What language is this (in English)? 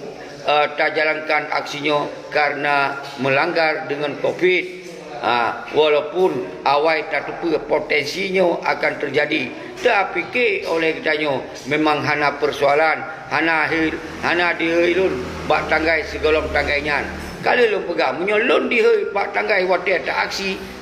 Achinese